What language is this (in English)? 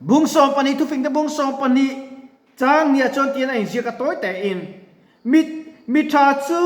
Mizo